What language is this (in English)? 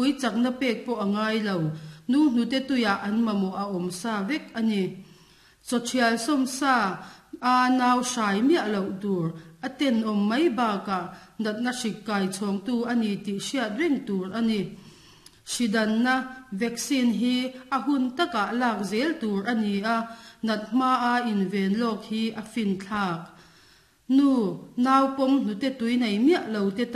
Mizo